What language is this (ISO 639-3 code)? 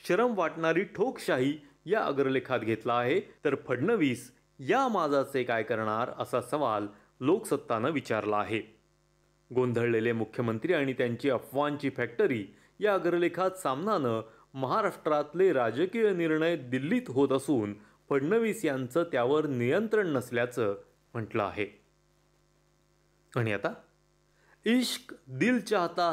mar